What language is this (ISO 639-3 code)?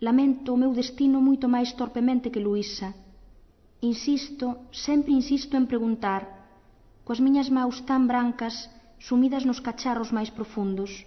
glg